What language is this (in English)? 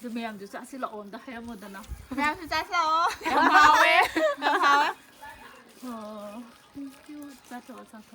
Manipuri